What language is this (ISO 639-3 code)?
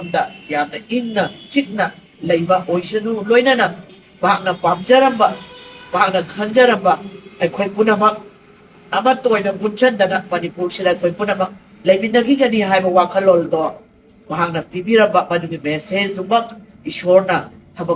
mni